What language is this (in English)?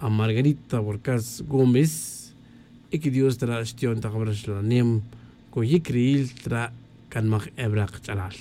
Tz'utujil